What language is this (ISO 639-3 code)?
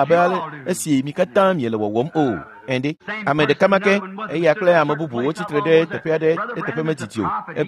ewe